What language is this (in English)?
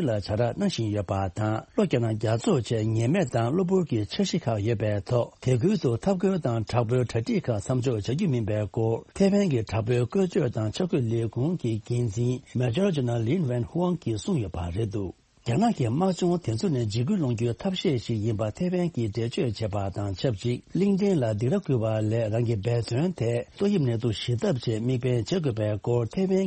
Tibetan